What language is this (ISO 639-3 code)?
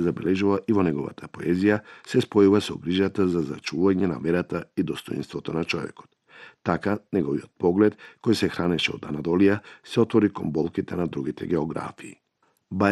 mkd